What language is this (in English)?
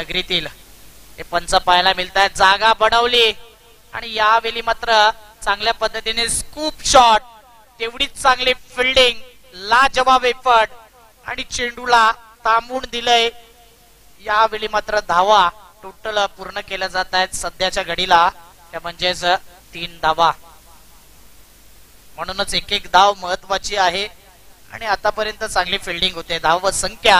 Marathi